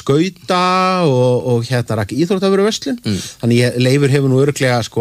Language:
Icelandic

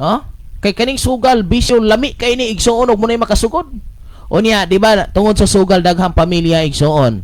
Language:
Cebuano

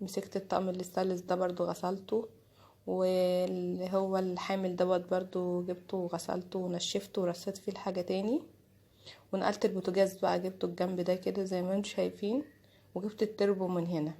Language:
Egyptian Arabic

